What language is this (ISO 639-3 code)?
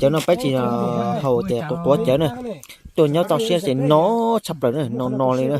hmn